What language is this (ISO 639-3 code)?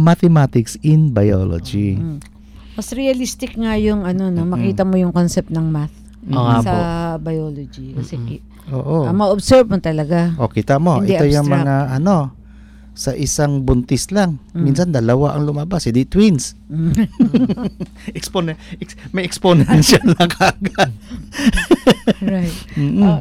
fil